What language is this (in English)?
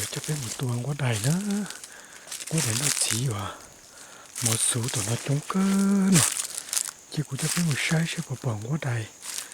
Hmong